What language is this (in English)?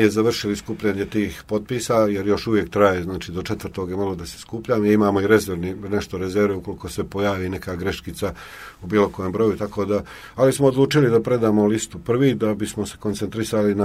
Serbian